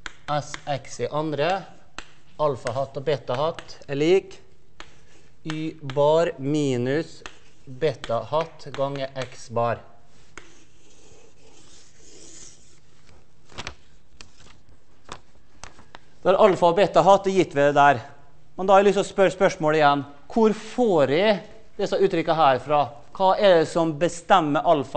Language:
Norwegian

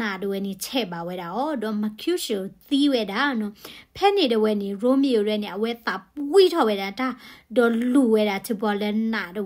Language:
S'gaw Karen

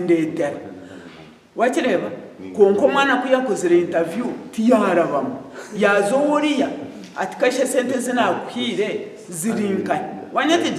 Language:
Nyankole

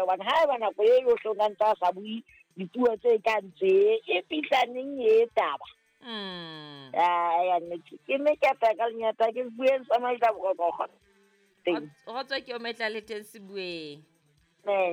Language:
Southern Sotho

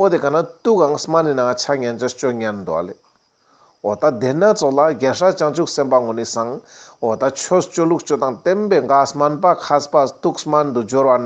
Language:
Ladakhi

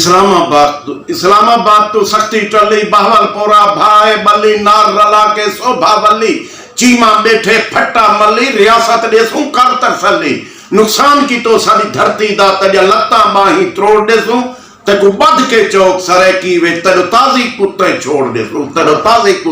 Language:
Saraiki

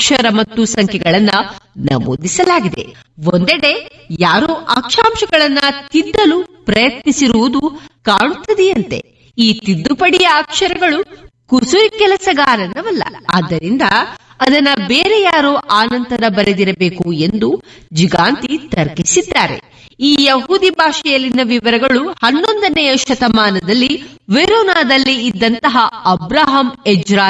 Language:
Kannada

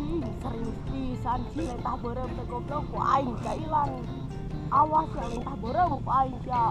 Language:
Sundanese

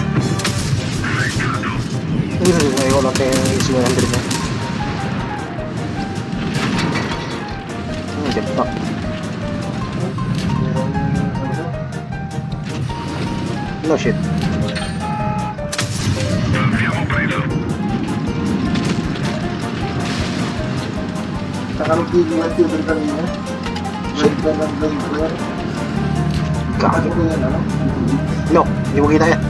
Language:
Filipino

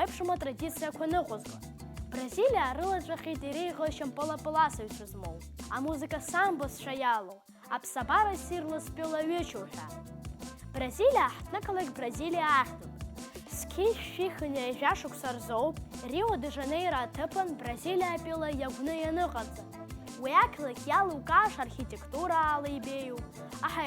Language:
Abkhazian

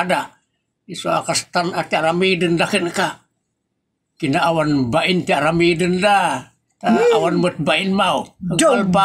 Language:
Iloko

